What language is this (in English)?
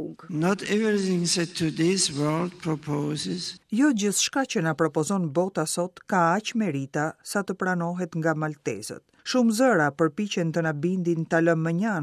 Albanian